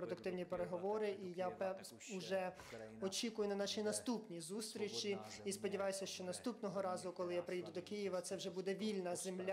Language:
Ukrainian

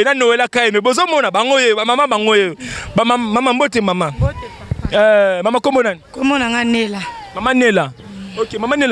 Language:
Lingala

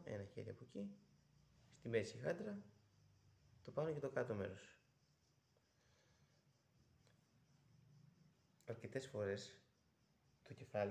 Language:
Greek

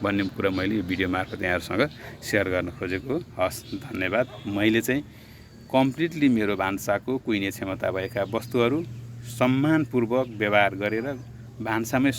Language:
Nepali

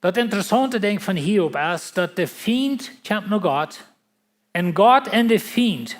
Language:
Plautdietsch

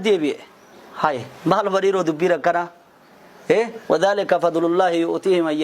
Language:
Oromo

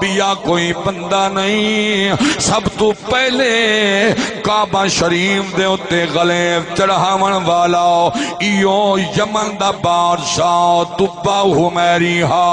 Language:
Saraiki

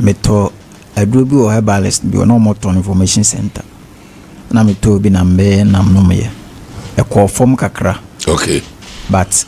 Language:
Akan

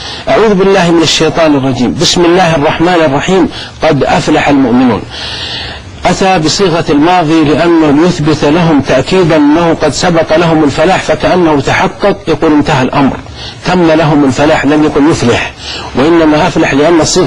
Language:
Arabic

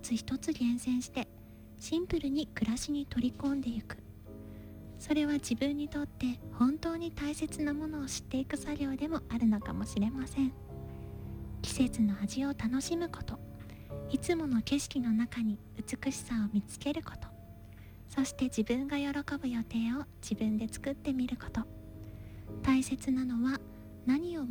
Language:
Japanese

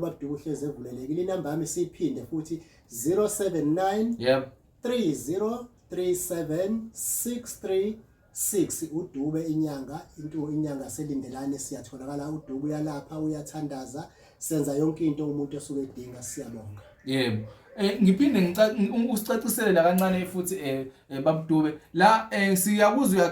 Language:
Zulu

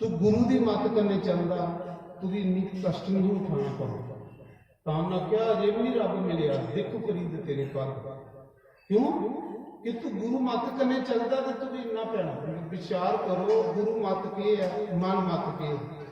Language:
Dogri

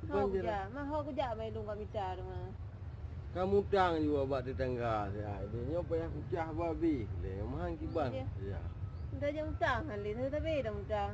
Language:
Achinese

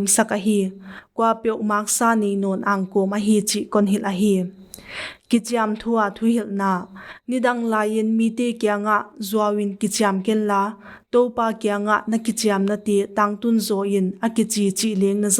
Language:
Paite Chin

